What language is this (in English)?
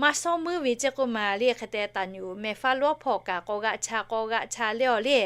Lahu